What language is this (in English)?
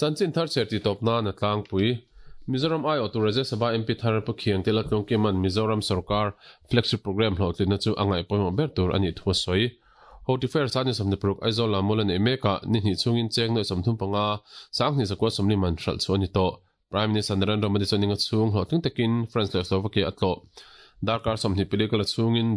Mizo